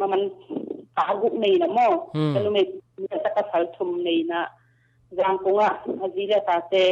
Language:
Tedim Chin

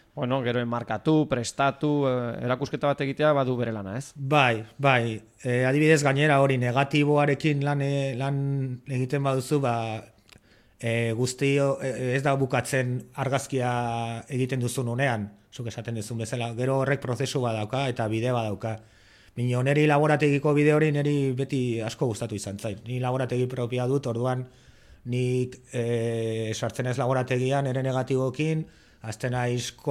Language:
Basque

